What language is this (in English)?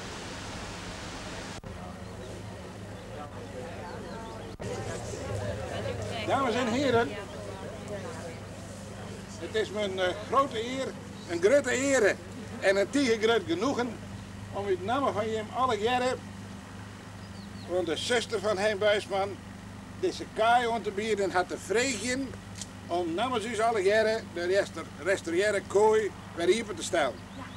Dutch